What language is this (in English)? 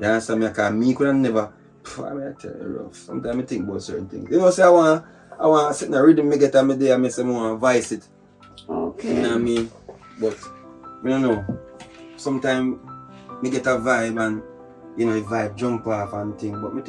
Jamaican Creole English